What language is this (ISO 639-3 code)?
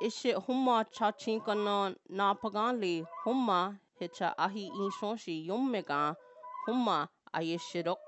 cho